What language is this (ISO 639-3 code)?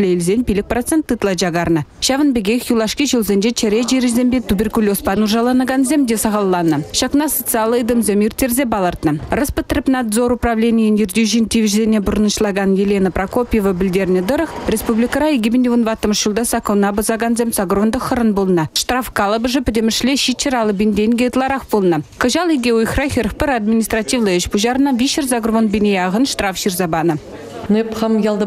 chv